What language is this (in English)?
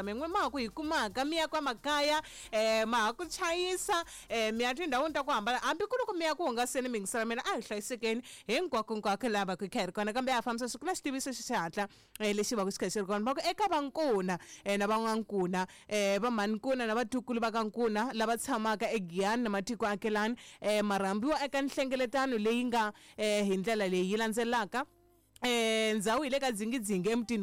Tsonga